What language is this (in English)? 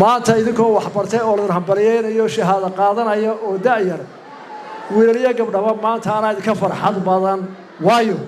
Somali